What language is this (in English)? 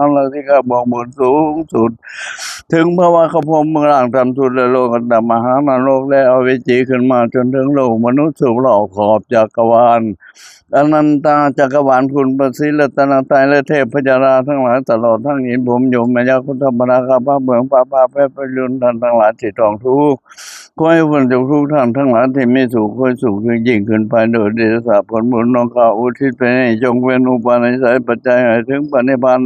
Pali